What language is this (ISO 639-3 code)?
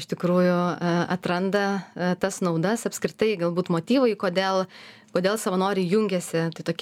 lit